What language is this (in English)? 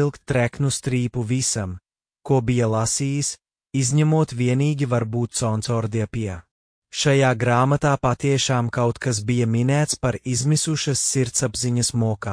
Latvian